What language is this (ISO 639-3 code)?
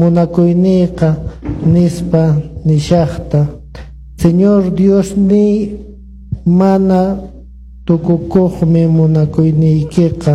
que